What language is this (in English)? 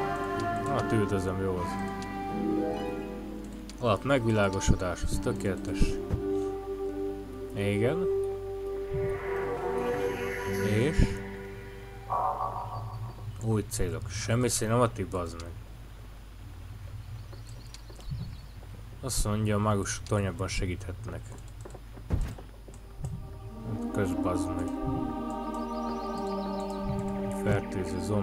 Hungarian